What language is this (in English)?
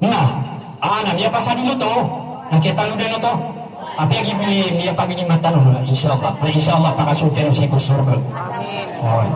Maranao